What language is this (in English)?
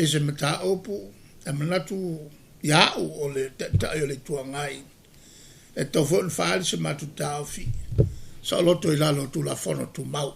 Samoan